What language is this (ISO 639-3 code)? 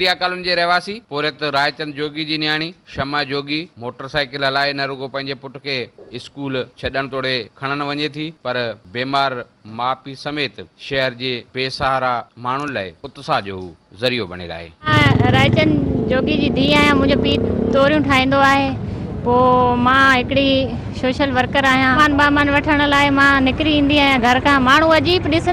snd